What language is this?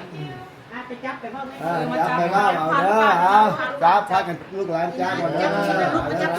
Lao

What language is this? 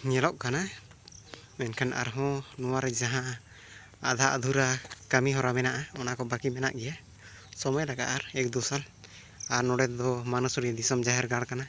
Santali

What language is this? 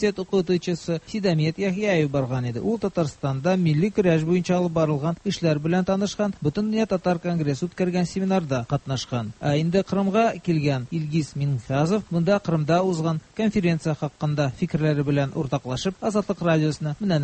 Tatar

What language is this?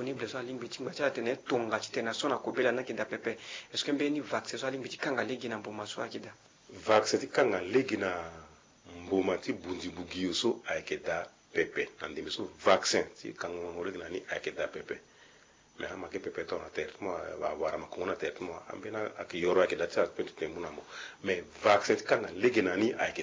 Sango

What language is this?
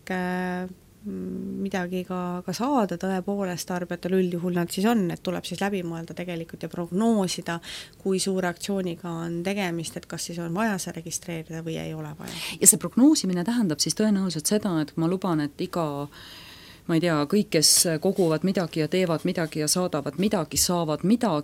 Estonian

